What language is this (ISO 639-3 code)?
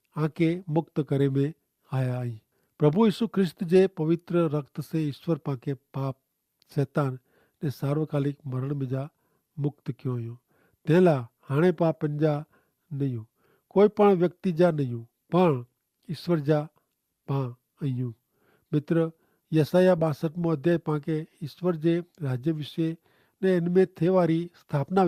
kfr